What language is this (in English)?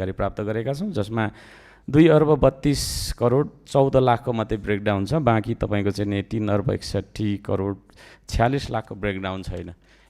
Nepali